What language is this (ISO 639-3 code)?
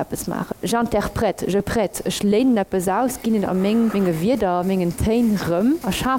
ltz